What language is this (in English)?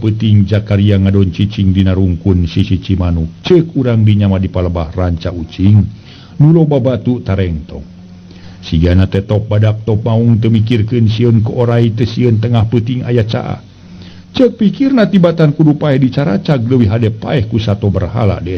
Sundanese